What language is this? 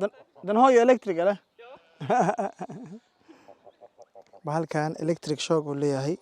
Somali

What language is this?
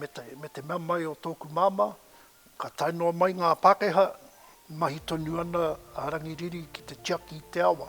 Māori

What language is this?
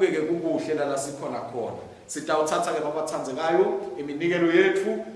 Swati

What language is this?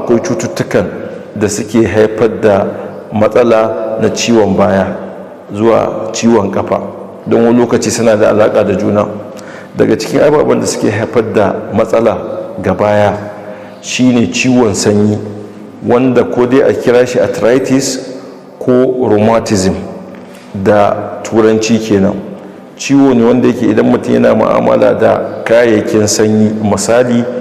Hausa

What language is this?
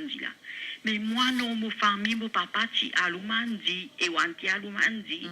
Morisyen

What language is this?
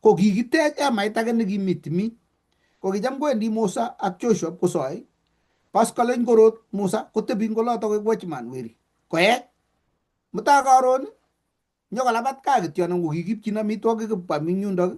Kalenjin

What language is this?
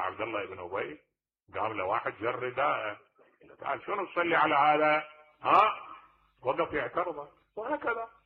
Mesopotamian Arabic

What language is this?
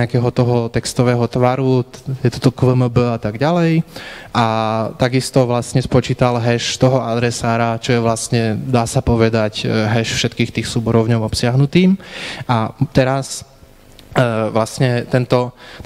Slovak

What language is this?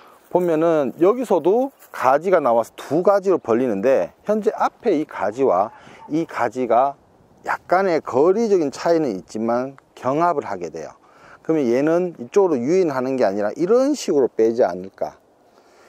Korean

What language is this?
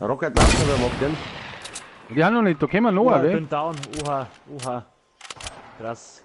Bavarian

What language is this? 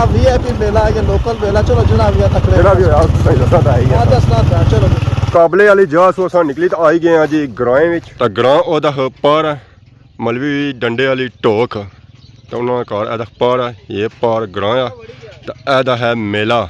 Pahari-Potwari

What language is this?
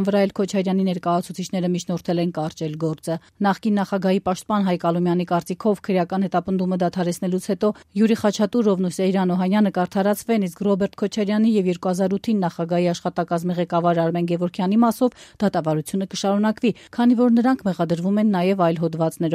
Armenian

